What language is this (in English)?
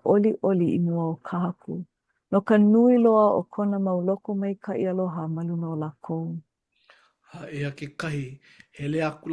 Hawaiian